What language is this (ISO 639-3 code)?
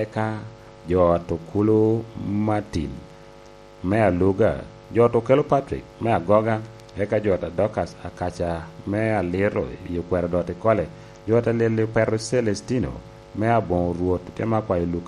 laj